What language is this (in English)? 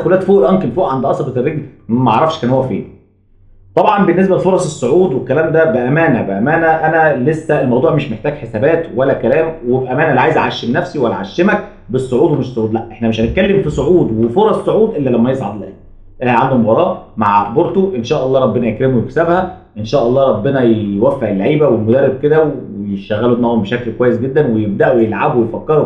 Egyptian Arabic